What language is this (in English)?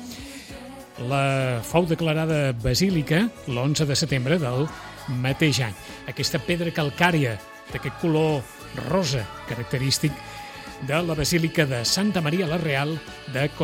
Catalan